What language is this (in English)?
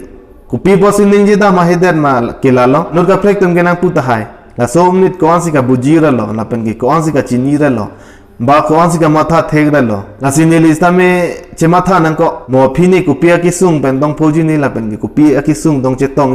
Karbi